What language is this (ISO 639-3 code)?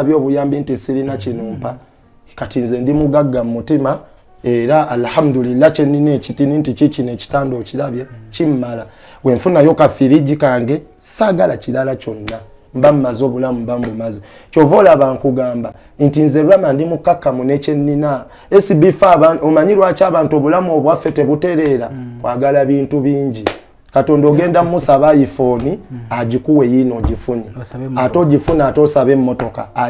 lug